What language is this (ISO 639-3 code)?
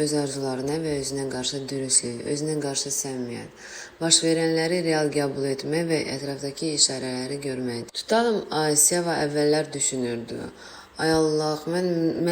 aze